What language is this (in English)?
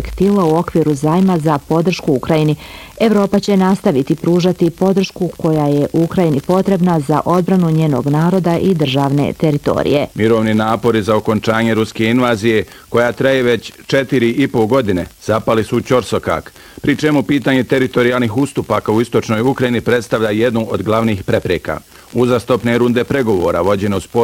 Bosnian